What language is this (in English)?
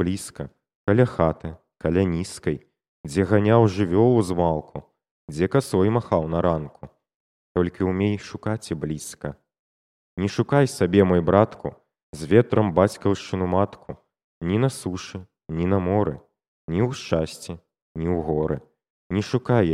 Belarusian